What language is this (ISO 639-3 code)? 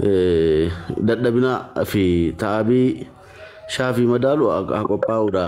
orm